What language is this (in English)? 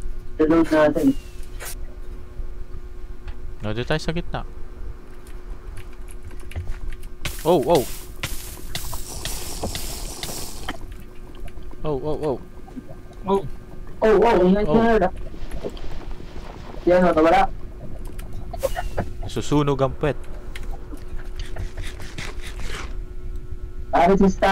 Filipino